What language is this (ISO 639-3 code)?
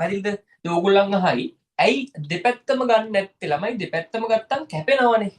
sin